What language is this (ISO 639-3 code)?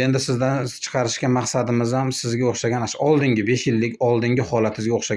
uzb